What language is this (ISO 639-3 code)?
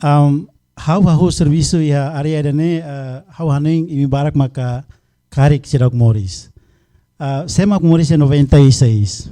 tet